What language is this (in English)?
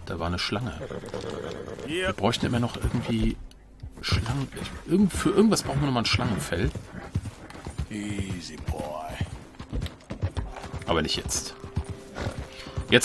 German